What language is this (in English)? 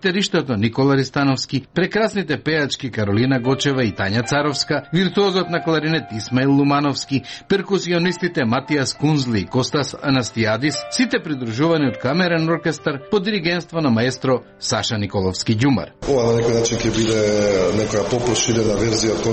Macedonian